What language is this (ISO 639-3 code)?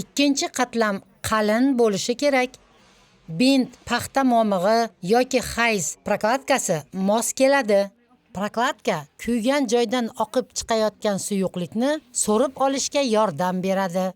uzb